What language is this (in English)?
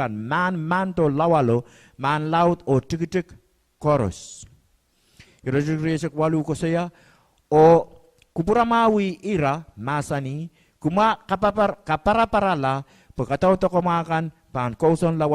Pohnpeian